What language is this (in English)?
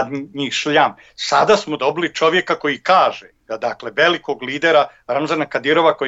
Bosnian